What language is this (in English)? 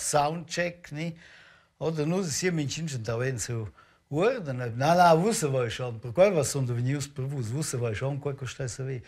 Romansh